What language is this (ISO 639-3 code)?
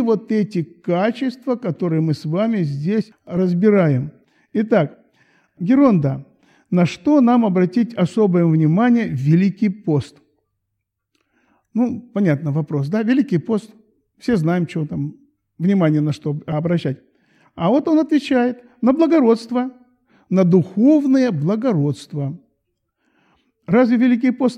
rus